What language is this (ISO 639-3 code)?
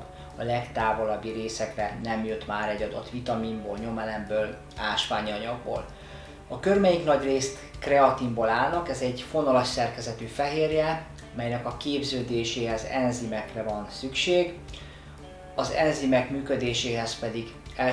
hun